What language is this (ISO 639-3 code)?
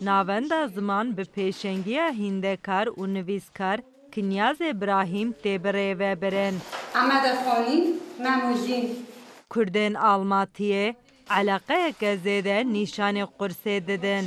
kur